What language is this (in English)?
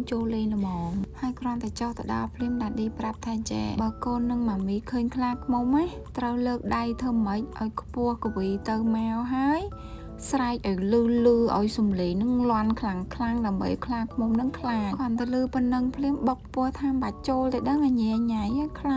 Khmer